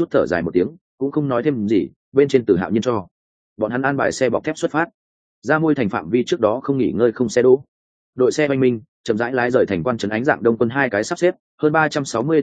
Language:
Vietnamese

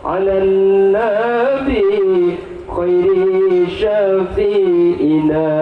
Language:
Madurese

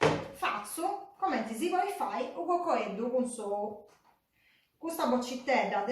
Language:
Sardinian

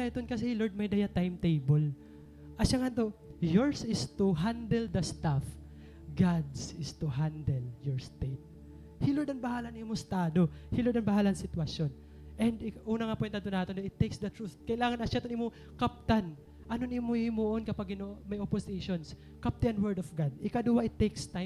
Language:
Waray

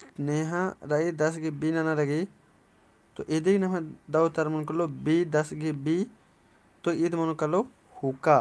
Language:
Kurukh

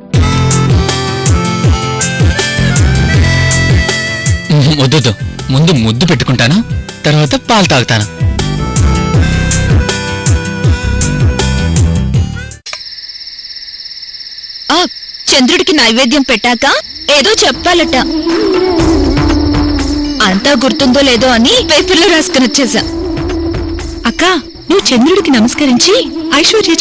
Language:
Telugu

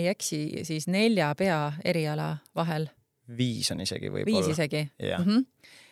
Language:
Estonian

